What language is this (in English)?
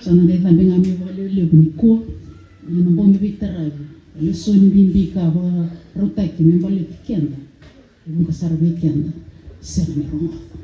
Fijian